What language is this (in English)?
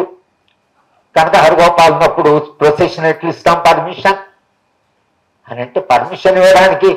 Telugu